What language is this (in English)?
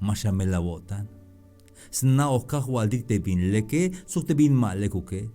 Tzeltal